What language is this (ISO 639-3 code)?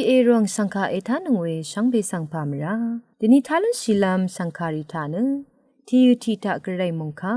raw